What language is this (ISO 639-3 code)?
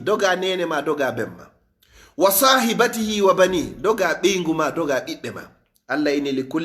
ful